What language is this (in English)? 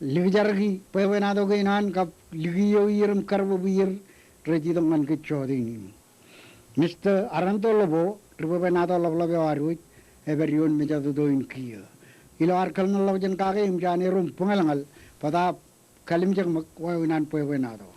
Marshallese